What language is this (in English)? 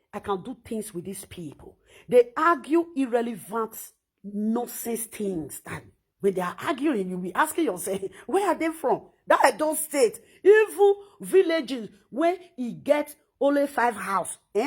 Nigerian Pidgin